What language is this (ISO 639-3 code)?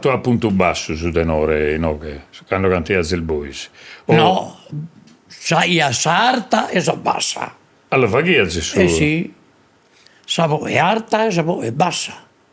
srd